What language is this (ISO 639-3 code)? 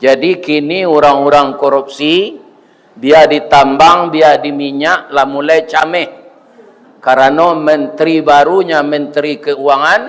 min